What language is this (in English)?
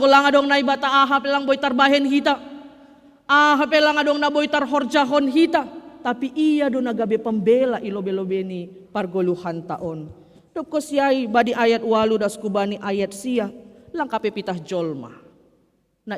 Batak Simalungun